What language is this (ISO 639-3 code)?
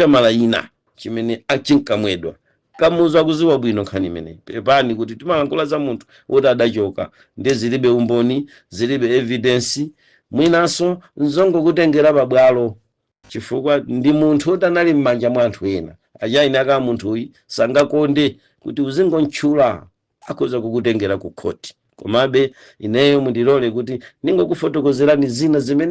nya